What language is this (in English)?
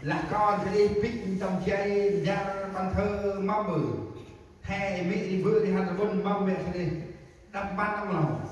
Central Mnong